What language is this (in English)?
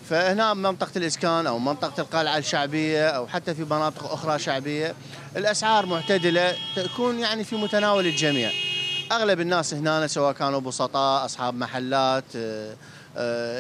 Mesopotamian Arabic